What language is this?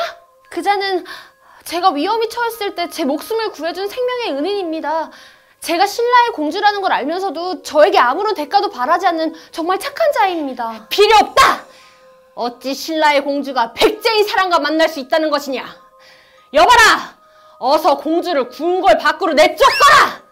Korean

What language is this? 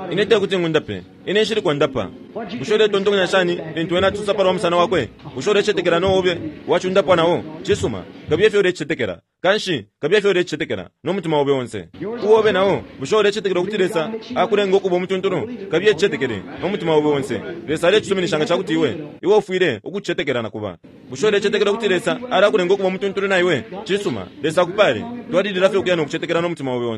Bemba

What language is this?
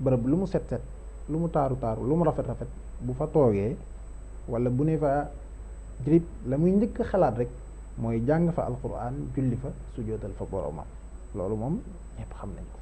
Wolof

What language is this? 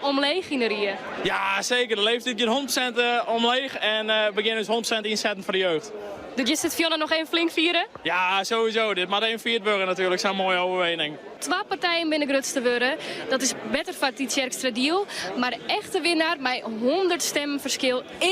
Western Frisian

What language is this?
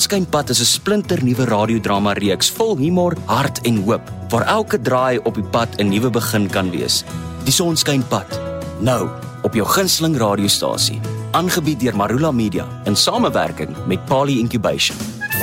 Afrikaans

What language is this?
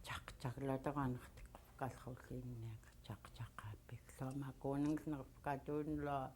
Central Yupik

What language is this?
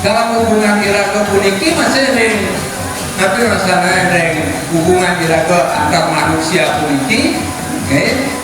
Balinese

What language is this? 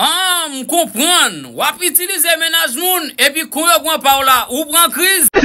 Haitian Creole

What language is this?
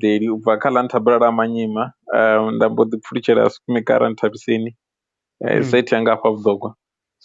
Venda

